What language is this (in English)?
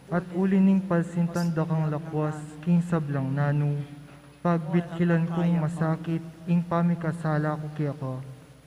Pampanga